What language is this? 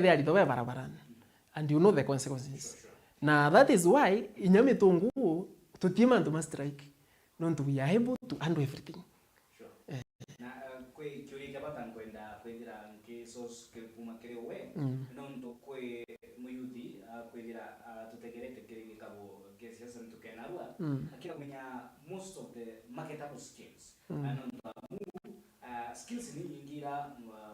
Meru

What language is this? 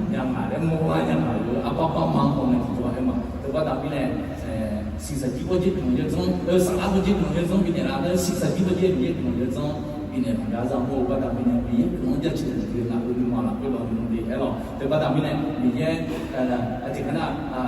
Akha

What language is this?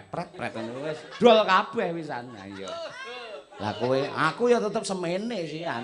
Javanese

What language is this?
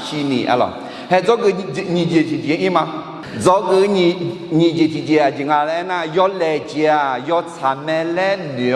Akha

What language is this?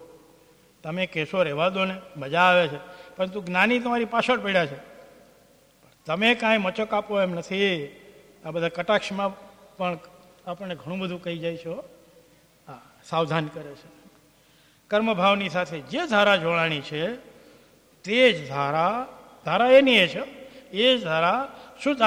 Gujarati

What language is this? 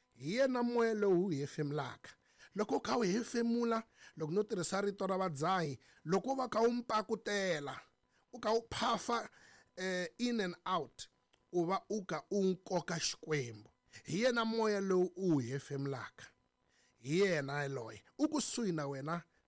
Tsonga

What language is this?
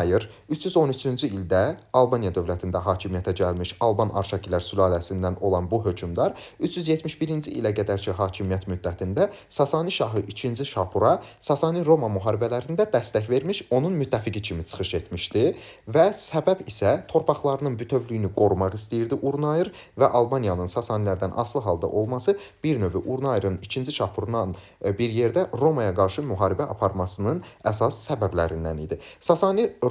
Azerbaijani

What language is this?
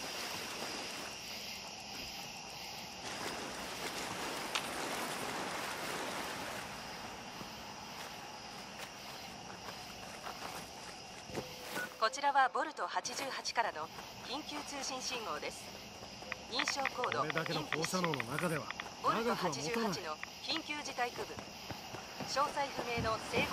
Japanese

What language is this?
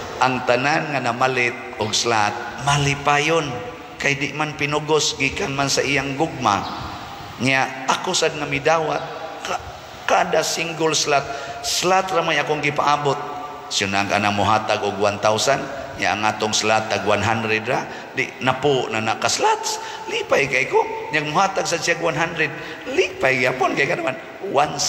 Cebuano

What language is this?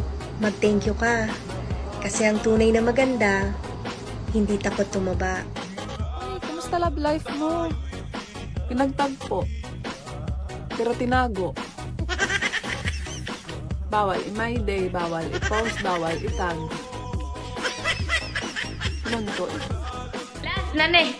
Filipino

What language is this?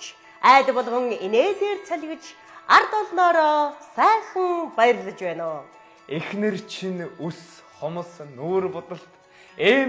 Mongolian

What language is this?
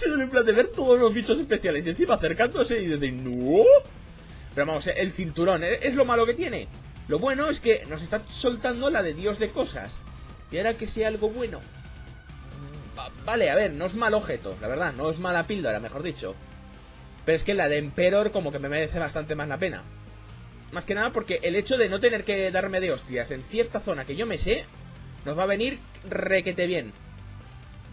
Spanish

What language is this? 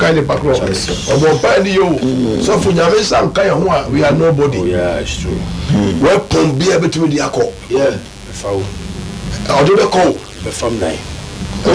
Akan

